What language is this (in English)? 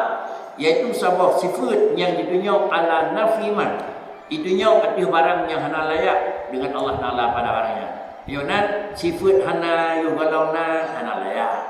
Achinese